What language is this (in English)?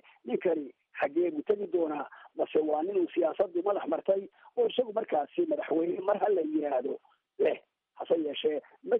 Somali